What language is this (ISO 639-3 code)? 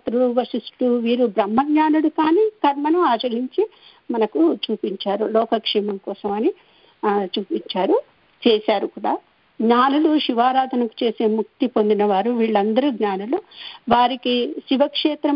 tel